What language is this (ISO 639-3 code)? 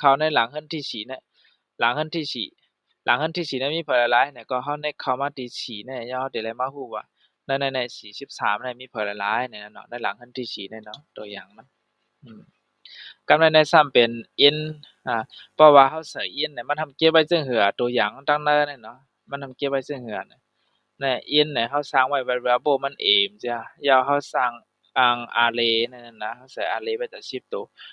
shn